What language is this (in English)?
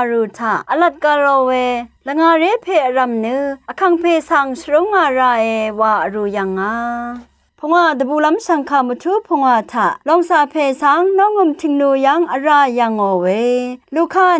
Rawang